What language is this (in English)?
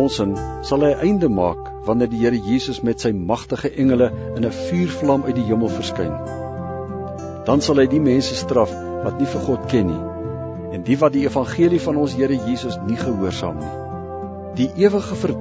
Afrikaans